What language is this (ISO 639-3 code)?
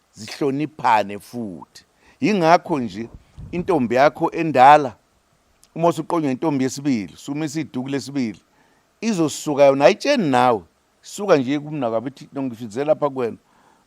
zul